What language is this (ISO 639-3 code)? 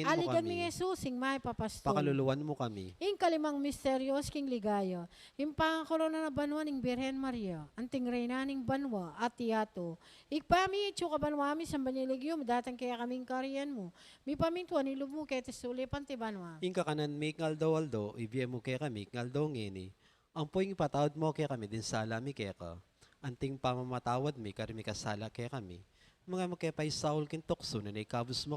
pam